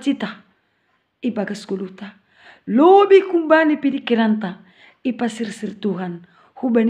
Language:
Batak Simalungun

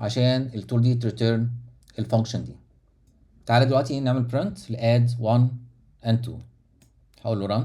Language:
Egyptian Arabic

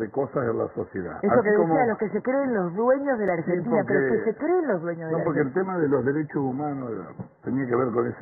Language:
Spanish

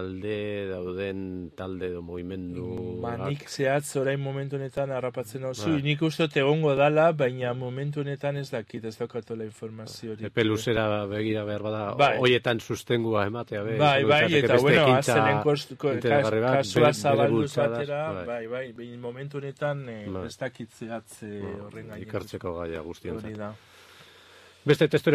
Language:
Basque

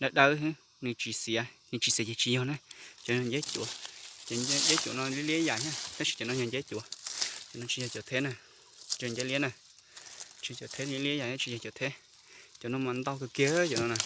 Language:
Hmong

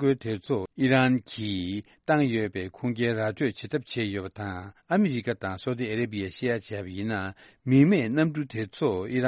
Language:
Tibetan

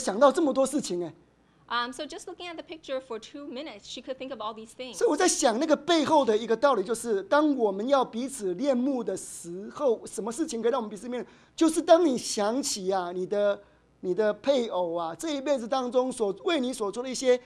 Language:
Chinese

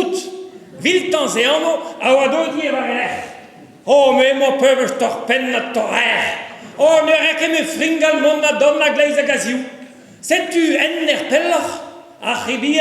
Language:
Breton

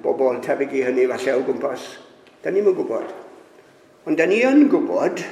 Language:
Welsh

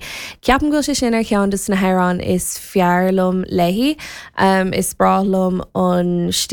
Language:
Irish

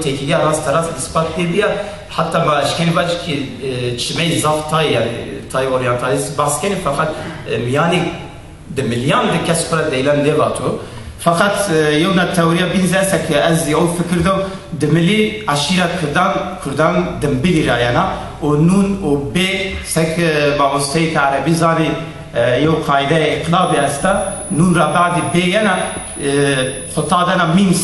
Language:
Zaza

